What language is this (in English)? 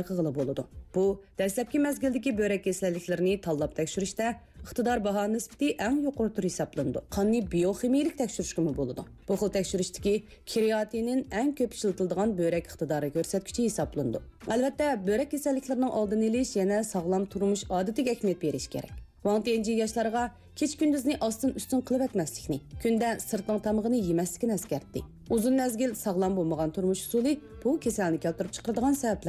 Uyghur